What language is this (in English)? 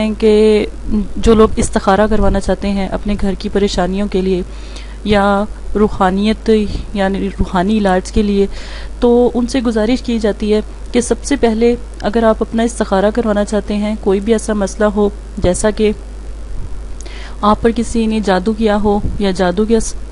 Urdu